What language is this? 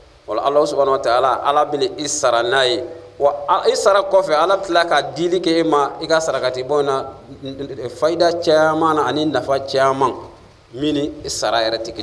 Bambara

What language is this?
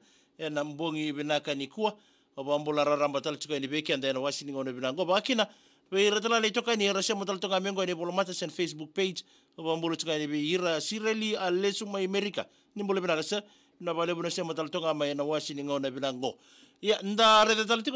Fijian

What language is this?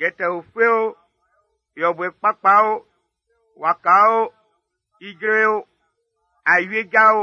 Baoulé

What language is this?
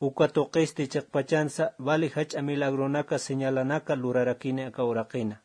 Aymara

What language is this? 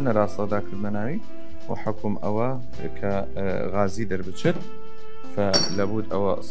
Southern Kurdish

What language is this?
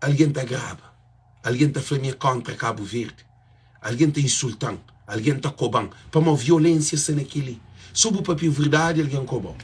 Kabuverdianu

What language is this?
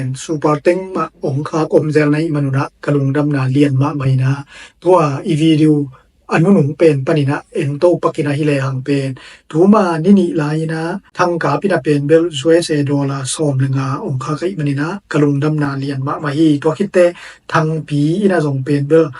Tedim Chin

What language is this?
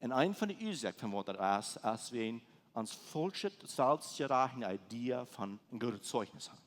Plautdietsch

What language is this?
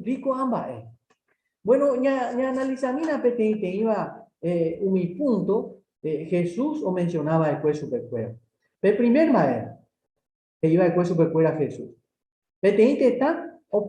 Guarani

